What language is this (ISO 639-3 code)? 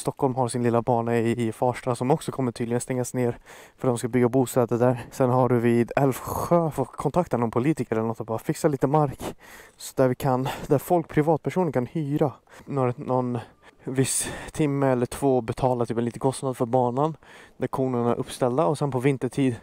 swe